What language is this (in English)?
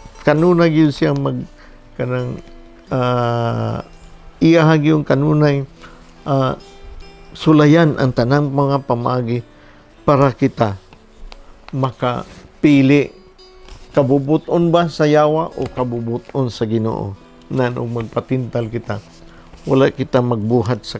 Cebuano